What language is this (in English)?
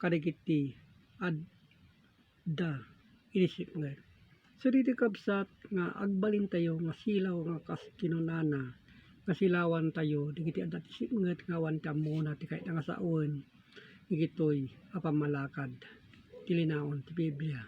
Iloko